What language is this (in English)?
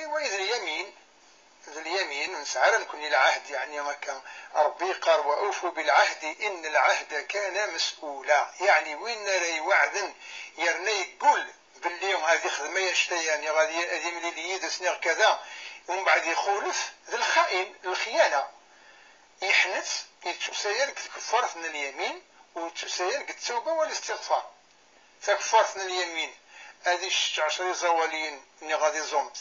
Kabyle